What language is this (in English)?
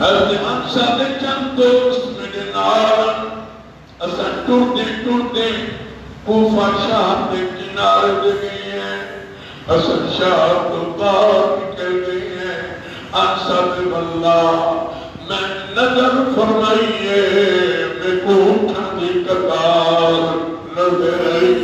Saraiki